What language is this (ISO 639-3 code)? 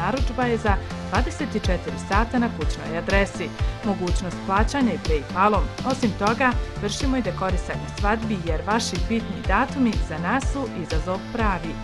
bos